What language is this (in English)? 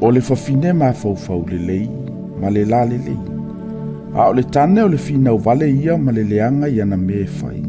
Samoan